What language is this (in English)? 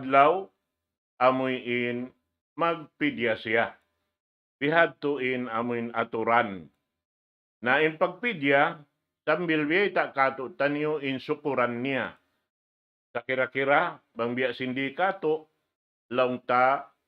Tausug